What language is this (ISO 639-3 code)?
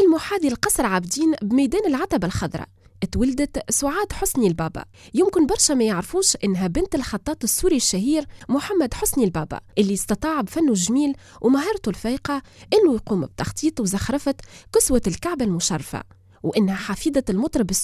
aeb